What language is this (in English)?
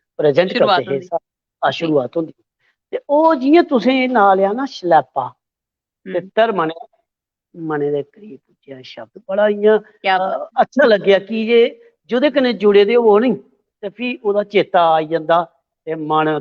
Dogri